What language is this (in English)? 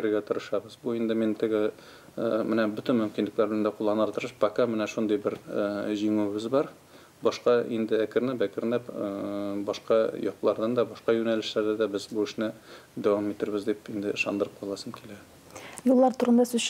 Tatar